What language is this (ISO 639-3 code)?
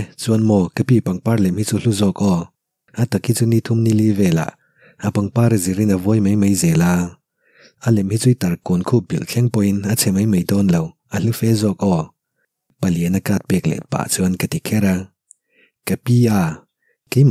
lus